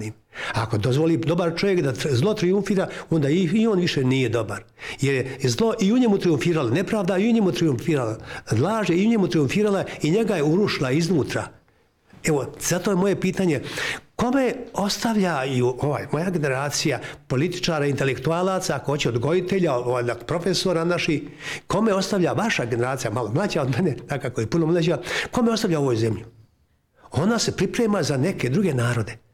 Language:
Bosnian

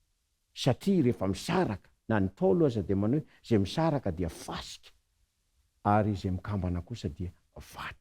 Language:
Malagasy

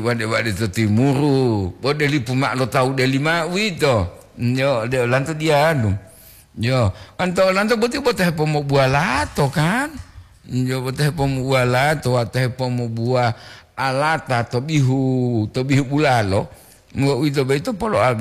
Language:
Gorontalo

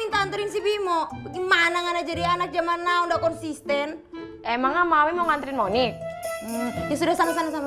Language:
Betawi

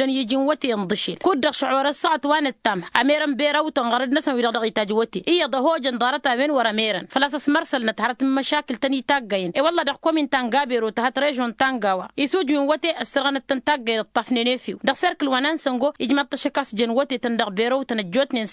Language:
Tamasheq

